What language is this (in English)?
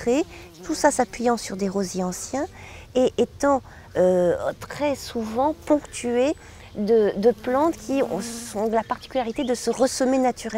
French